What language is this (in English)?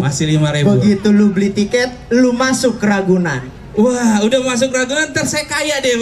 Betawi